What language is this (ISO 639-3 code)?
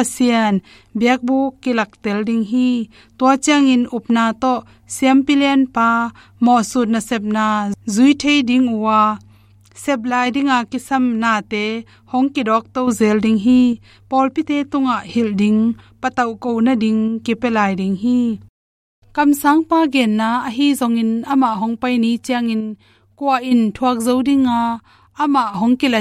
ctd